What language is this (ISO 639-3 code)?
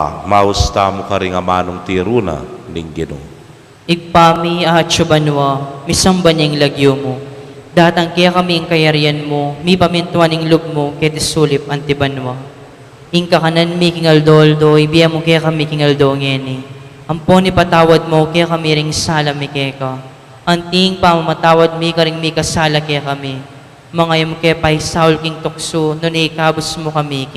pam